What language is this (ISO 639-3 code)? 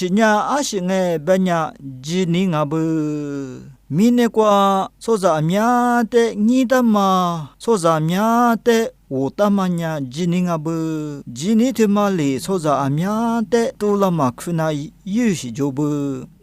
lis